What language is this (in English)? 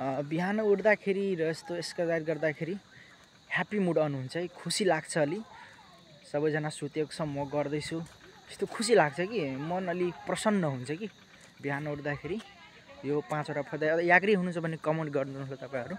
Nepali